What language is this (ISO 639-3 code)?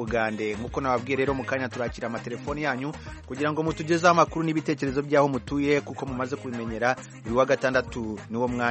kin